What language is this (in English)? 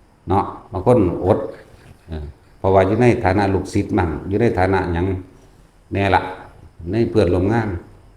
Northeastern Thai